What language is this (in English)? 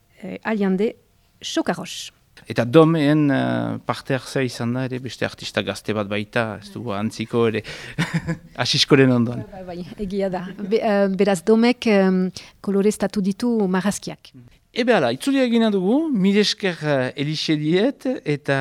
Basque